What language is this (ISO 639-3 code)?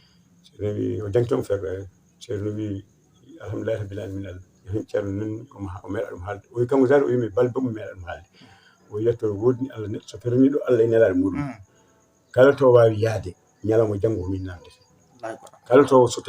ful